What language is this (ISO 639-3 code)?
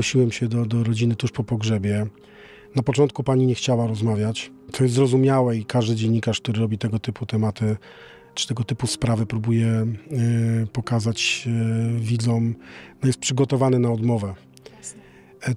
pol